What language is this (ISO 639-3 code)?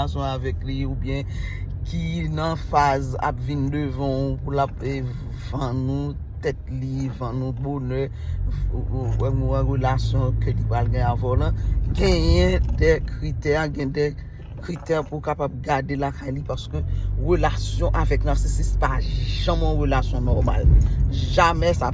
hat